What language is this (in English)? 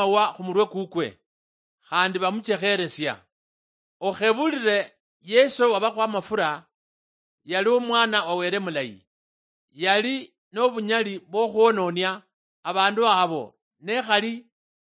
Luyia